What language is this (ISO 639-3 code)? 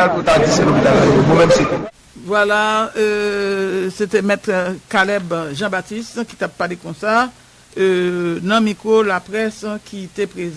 hat